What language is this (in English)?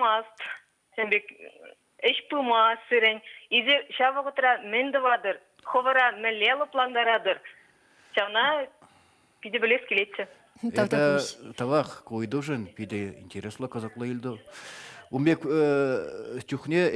Chuvash